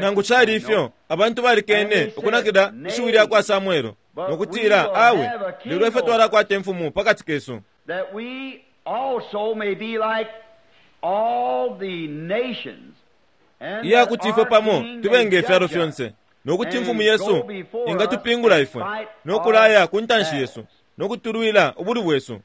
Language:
Bemba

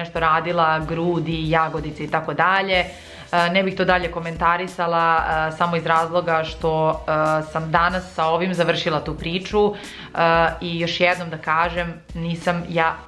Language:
Serbian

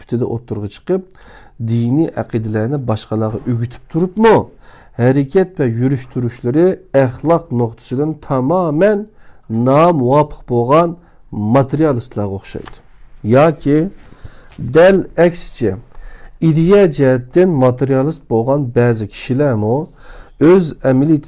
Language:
Uyghur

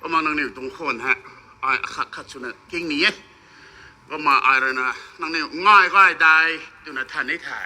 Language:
Rongmei Naga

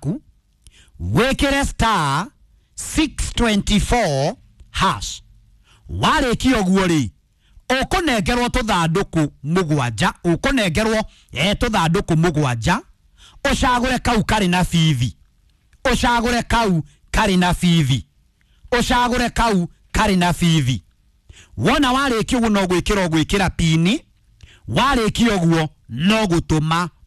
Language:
Kikuyu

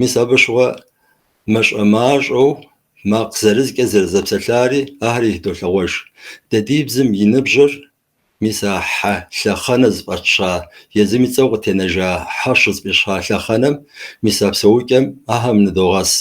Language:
Kabardian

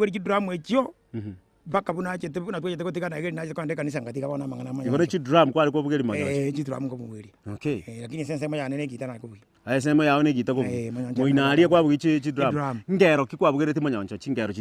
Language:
Gusii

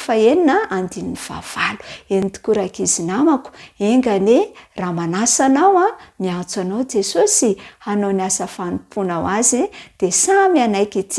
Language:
Malagasy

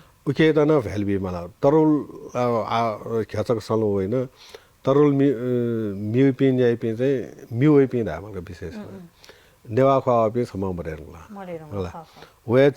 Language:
Newari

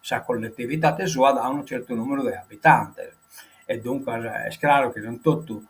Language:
Sardinian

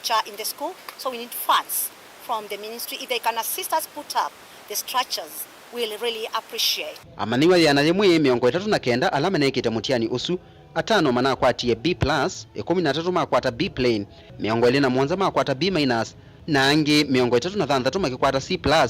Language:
Kamba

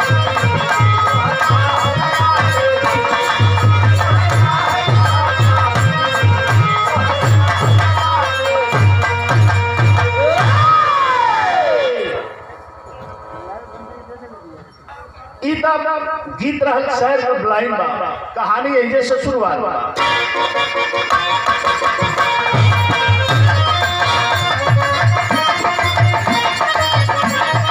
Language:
Bhojpuri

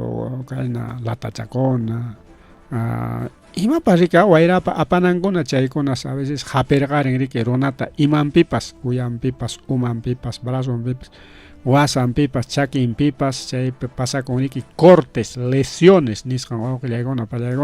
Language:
Ayacucho Quechua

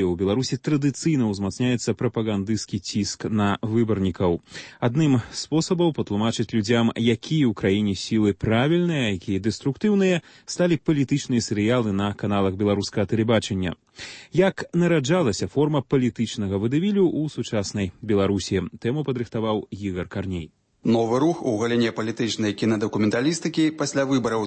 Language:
Belarusian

